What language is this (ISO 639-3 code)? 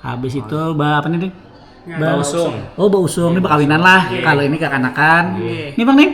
bjn